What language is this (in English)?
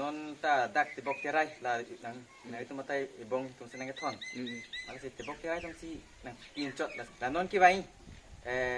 Karbi